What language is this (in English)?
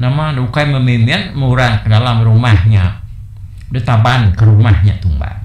Iban